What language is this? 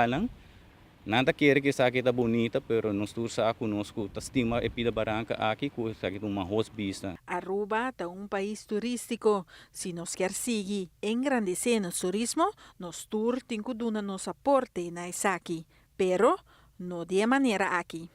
Papiamento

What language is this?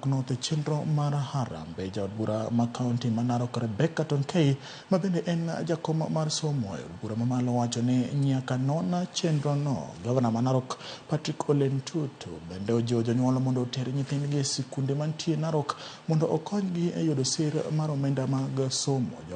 Luo (Kenya and Tanzania)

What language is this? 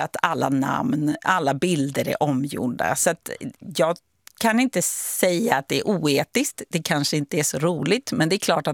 Swedish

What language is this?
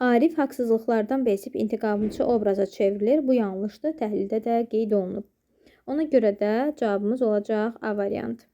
Azerbaijani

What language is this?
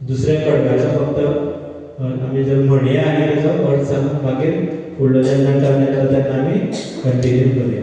Konkani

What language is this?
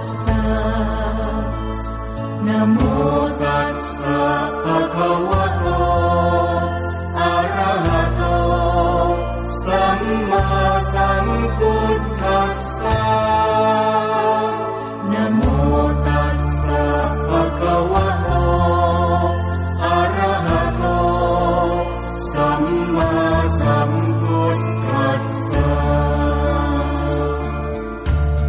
Pali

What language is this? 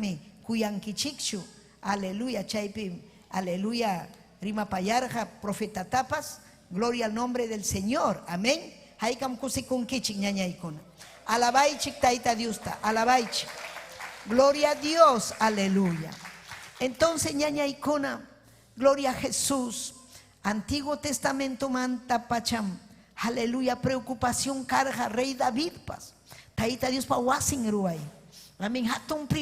Ayacucho Quechua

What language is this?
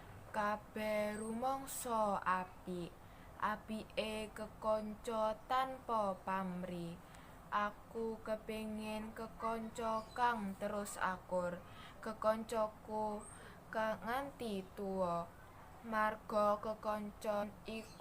Javanese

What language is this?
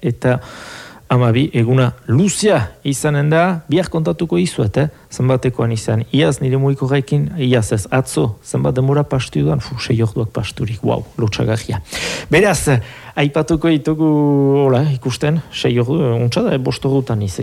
Basque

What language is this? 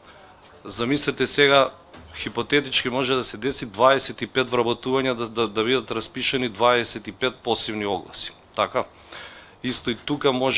Macedonian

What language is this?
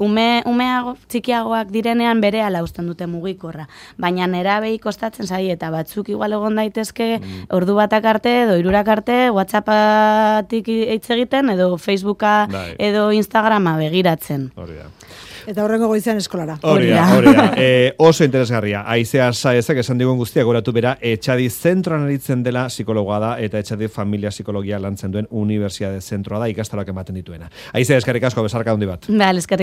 Basque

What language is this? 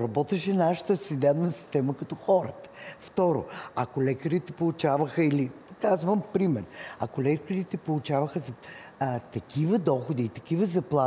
Bulgarian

